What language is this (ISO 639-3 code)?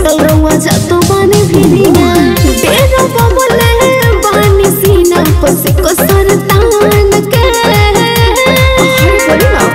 bho